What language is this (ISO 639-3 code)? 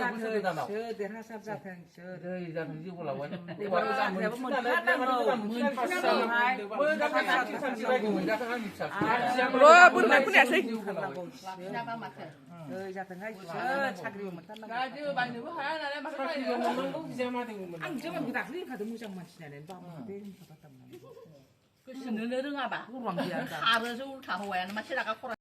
brx